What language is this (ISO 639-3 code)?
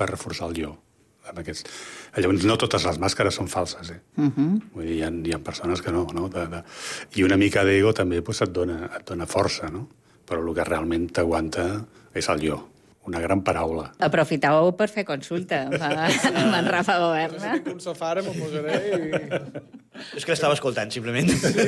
cat